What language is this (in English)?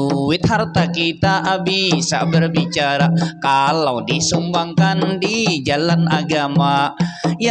Banjar